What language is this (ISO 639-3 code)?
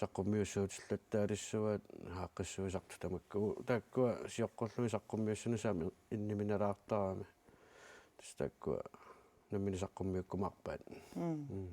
kal